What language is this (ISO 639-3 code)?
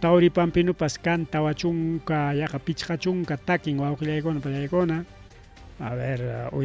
quy